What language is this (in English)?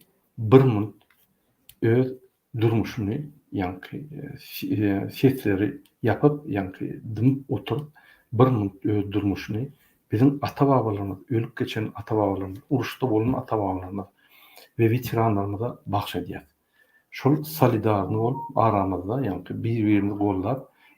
Turkmen